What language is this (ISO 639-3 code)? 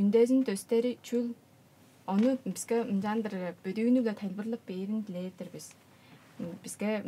tyv